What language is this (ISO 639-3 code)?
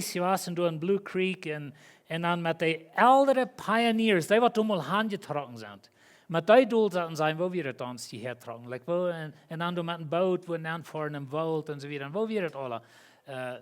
pdt